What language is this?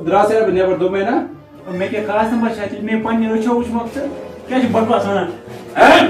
Kashmiri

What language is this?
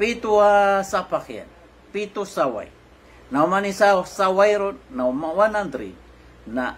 Maranao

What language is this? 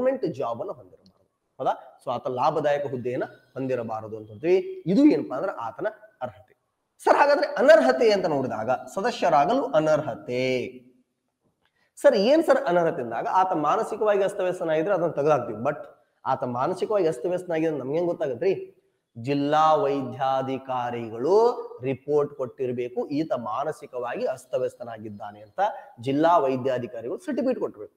Kannada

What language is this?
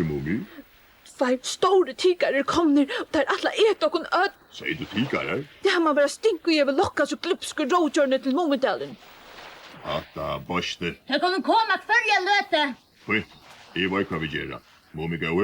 Faroese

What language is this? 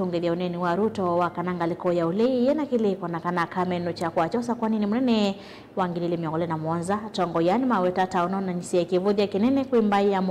Kamba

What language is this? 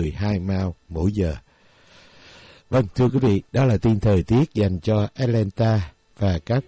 Vietnamese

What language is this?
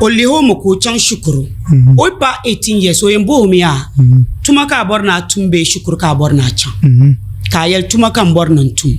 Dagbani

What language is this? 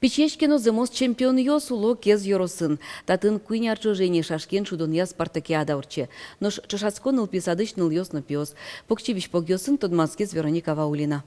Udmurt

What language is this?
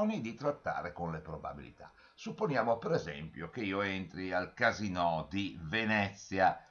Italian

